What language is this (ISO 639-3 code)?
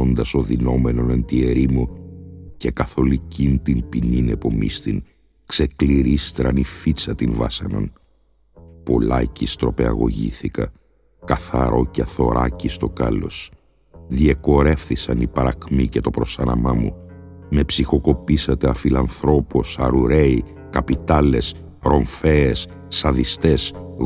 ell